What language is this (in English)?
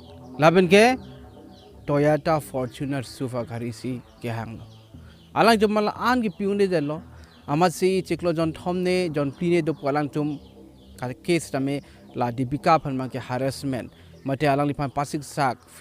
Karbi